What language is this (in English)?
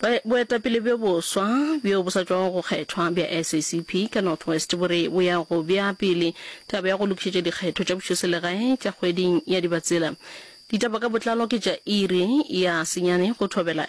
Northern Sotho